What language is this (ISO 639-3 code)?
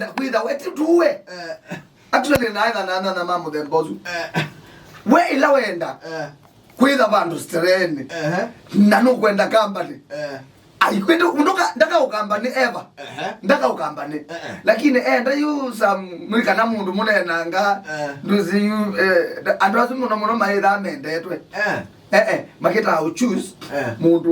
kam